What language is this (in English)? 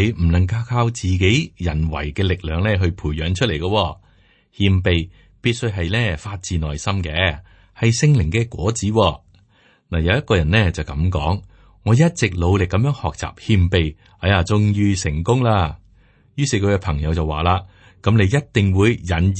Cantonese